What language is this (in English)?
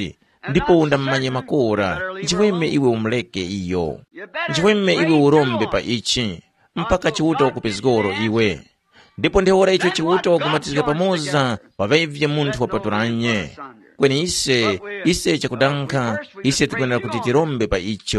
Tumbuka